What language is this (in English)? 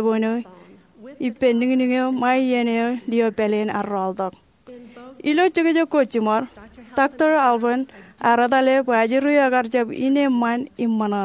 Marshallese